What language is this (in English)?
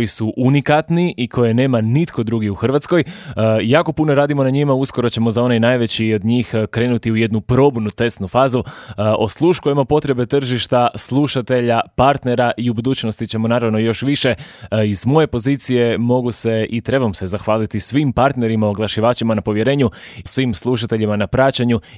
Croatian